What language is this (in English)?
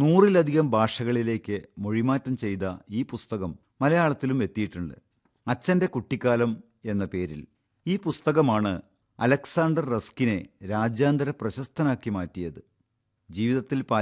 Malayalam